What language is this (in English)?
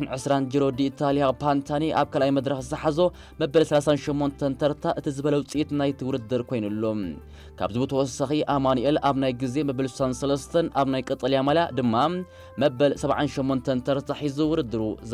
Tigrinya